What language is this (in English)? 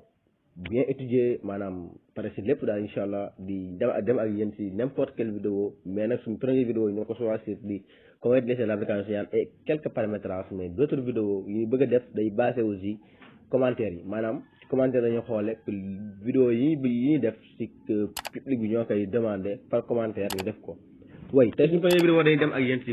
Wolof